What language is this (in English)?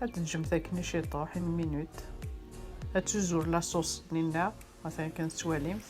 Kabyle